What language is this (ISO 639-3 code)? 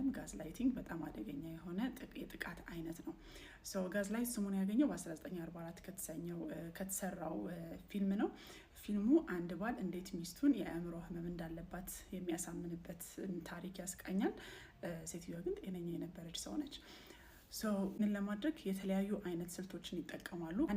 amh